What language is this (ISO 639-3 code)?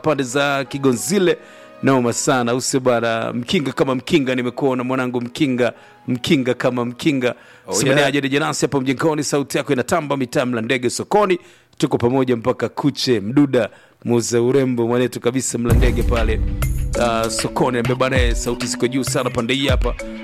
swa